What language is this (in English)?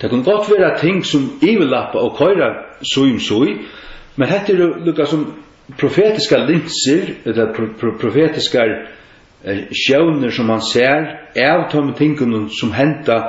Faroese